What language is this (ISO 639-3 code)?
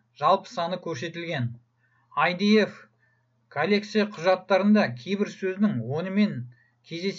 kaz